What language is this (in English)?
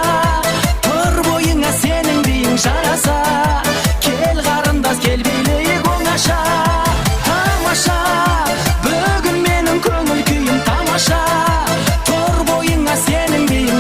Kara-Kalpak